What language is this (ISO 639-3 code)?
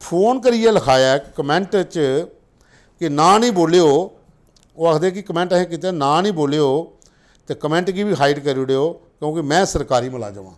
doi